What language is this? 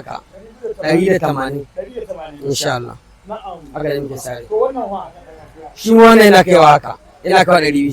Hausa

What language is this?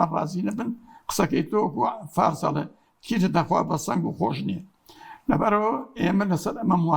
Central Kurdish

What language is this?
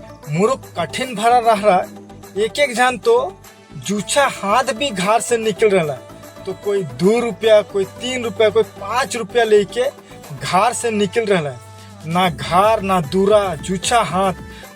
Sadri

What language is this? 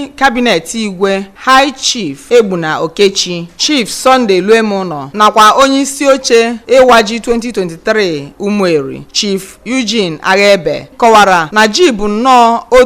Igbo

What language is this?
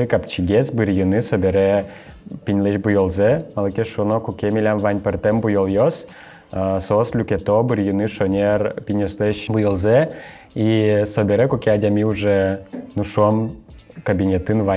Udmurt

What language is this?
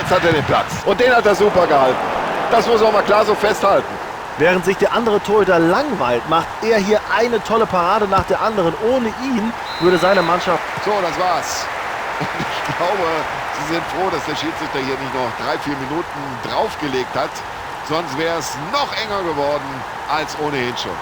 Bavarian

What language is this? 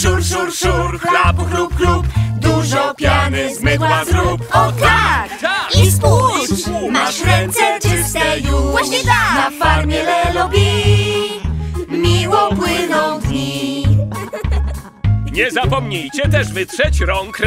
Polish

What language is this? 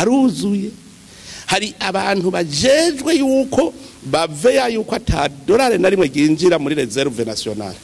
Rundi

